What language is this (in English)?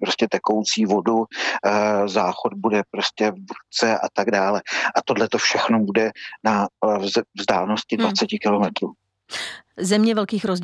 Czech